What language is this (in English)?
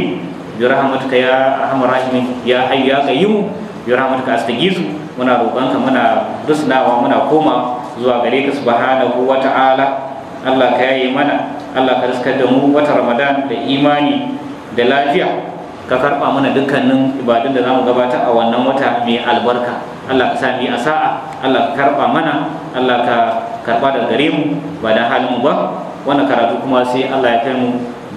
Hausa